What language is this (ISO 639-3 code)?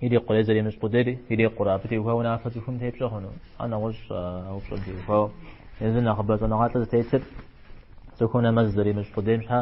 kbd